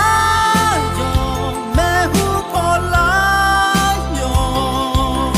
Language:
Akha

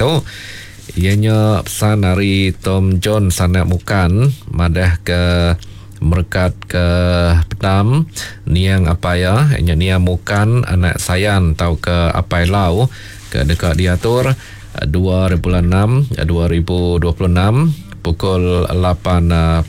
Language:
Iban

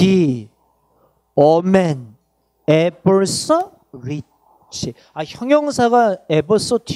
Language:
Korean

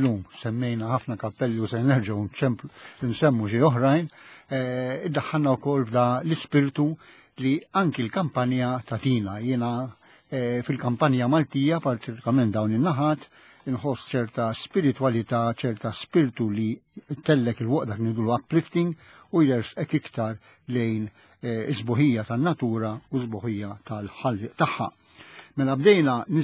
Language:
Maltese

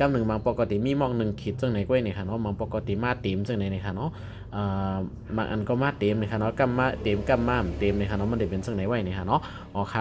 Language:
Shan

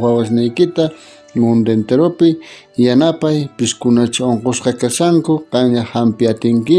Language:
South Bolivian Quechua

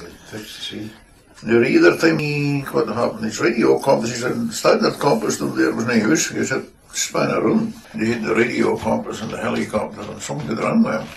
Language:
Scots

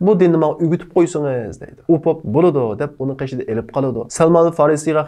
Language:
Uyghur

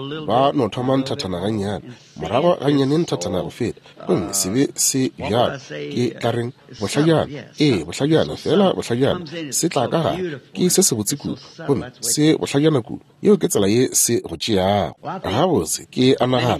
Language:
Northern Sotho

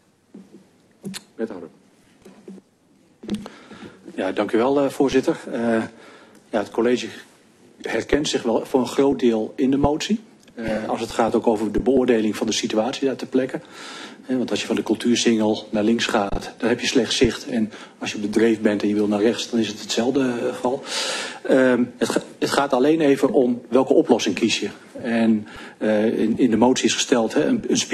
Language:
Dutch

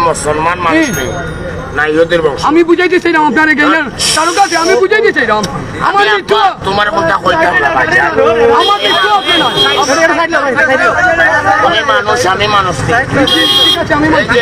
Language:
Sylheti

